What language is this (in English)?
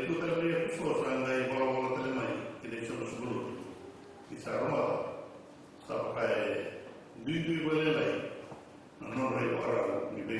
Fijian